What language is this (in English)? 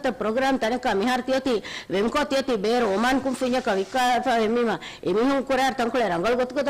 Divehi